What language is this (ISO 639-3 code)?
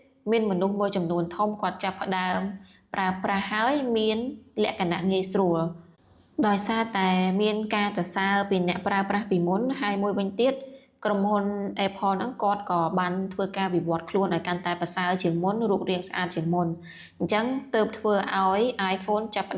khm